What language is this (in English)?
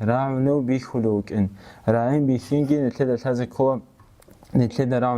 Avaric